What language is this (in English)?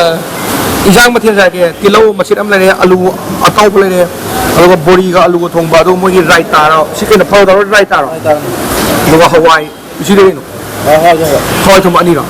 Manipuri